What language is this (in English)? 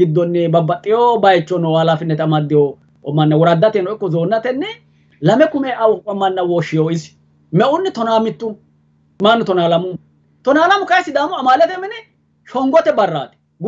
Sidamo